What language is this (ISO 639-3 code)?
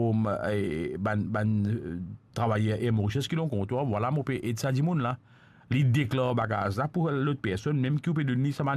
mfe